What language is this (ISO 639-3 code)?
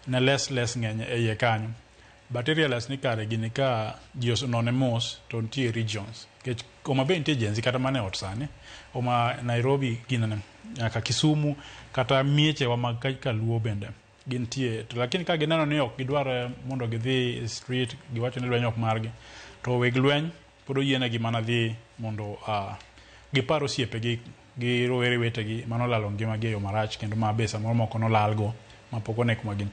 luo